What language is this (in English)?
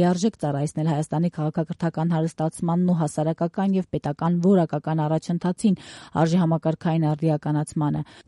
Armenian